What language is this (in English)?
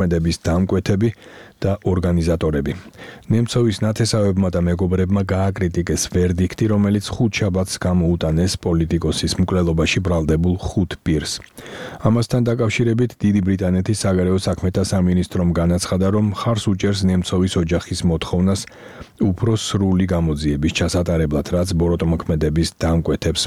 Georgian